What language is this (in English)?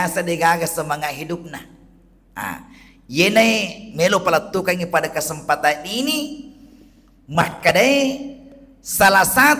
Buginese